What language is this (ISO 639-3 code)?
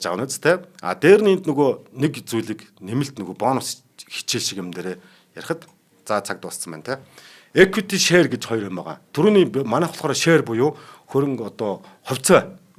mon